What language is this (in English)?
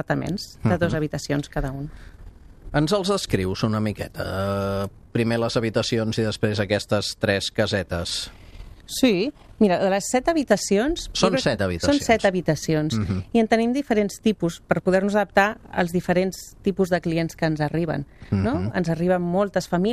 Catalan